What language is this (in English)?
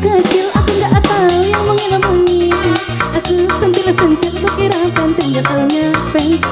Minangkabau